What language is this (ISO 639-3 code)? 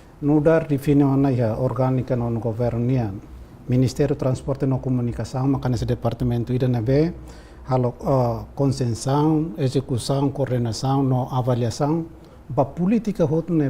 tet